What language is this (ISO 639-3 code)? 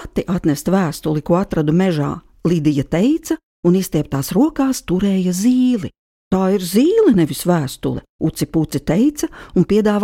lav